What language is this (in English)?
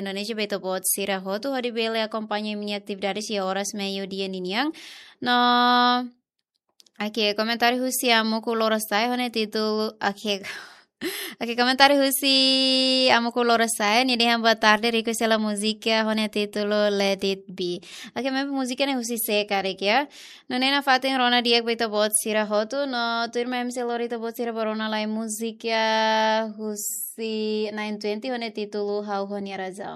Tetum